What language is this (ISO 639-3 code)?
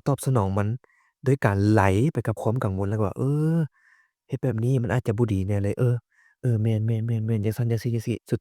lao